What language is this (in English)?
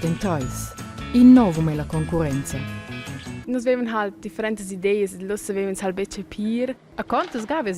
Romansh